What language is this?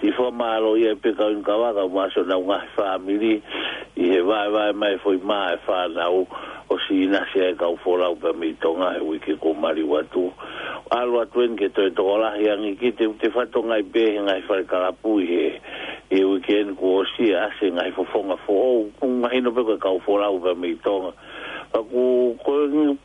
Tongan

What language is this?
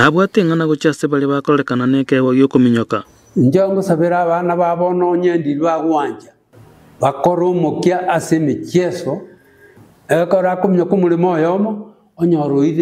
Gusii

